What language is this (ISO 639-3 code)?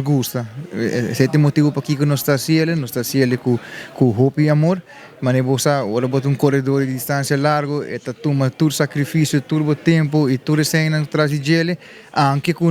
pap